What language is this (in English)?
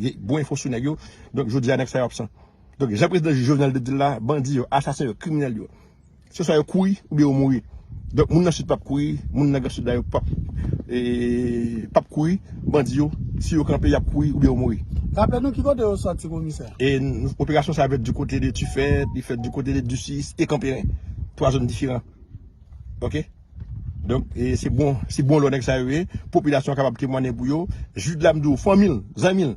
Haitian Creole